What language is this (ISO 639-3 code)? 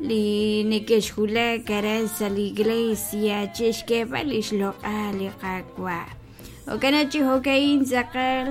kek